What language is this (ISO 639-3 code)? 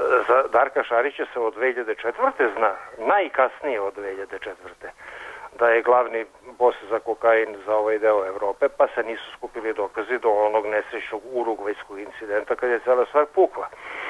srp